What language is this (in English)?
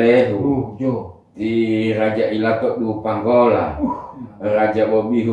Gorontalo